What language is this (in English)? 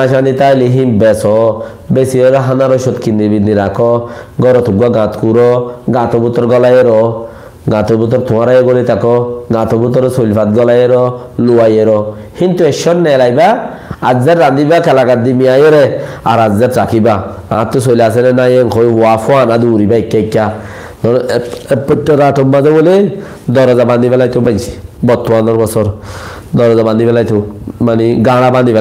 Rohingya